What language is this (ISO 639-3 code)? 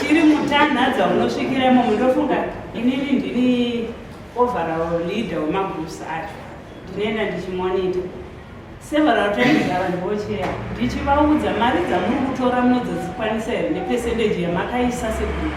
sna